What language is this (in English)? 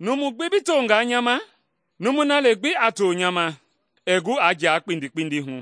Mende